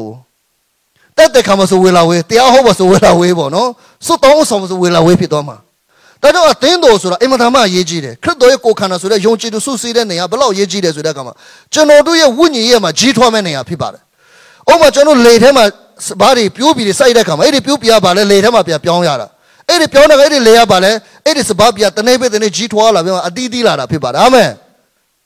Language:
Burmese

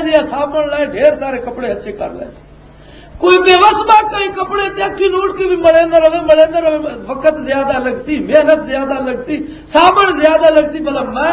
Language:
Western Panjabi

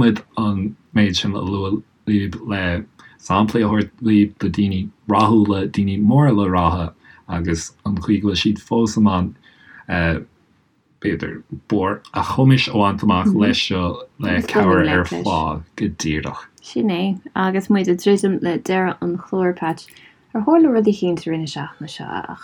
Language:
Irish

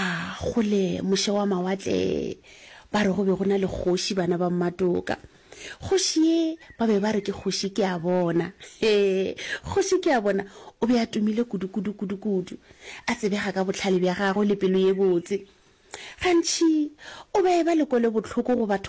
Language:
Northern Sotho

